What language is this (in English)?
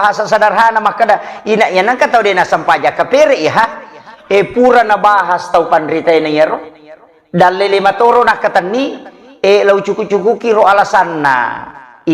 Buginese